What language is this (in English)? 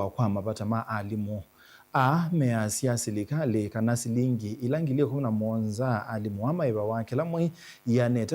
Kamba